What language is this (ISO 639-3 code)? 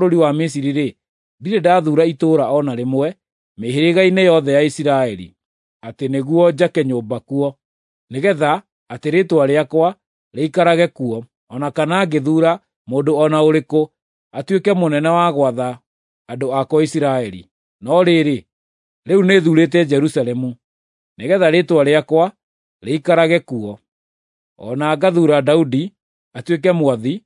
kik